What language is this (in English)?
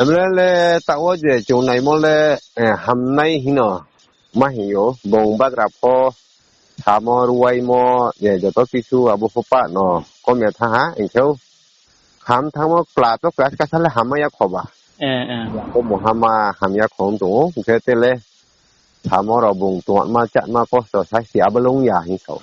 Riang (India)